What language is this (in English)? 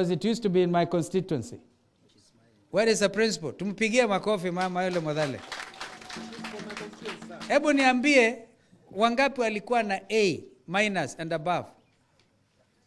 Swahili